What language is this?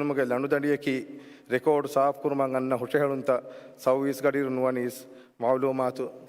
Divehi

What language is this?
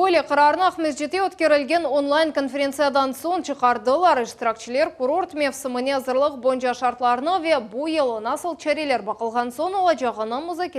Crimean Tatar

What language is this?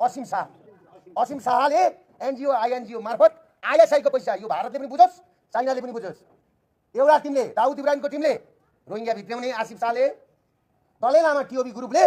Nepali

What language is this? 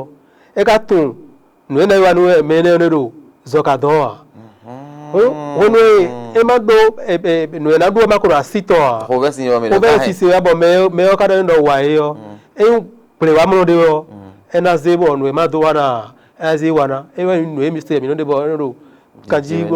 Fon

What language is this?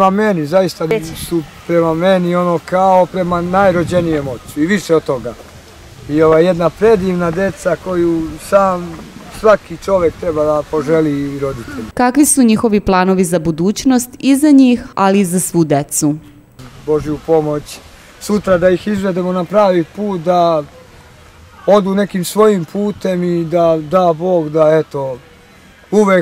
Serbian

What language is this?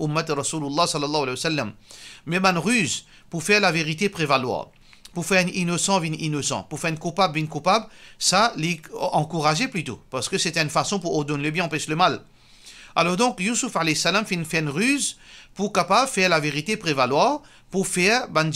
Morisyen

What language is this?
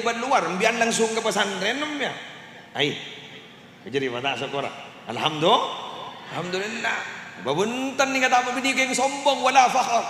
Madurese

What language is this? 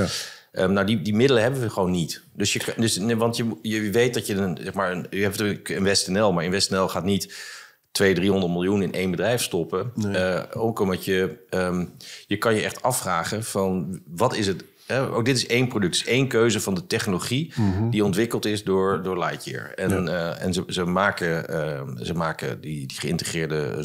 Dutch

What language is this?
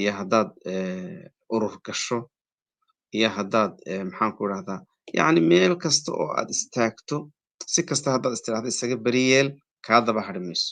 Somali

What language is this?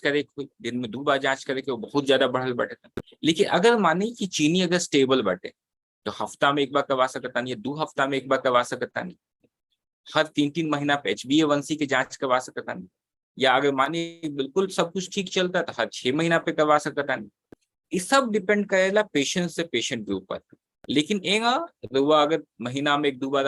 Bhojpuri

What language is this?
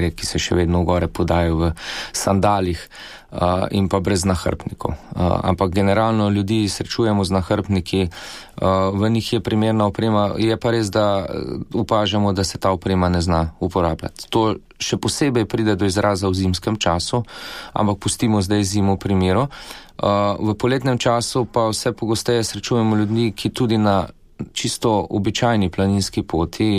Slovenian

